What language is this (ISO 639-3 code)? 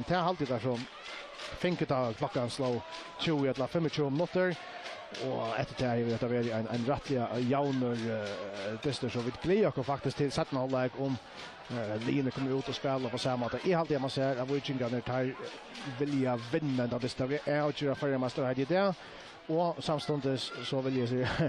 fao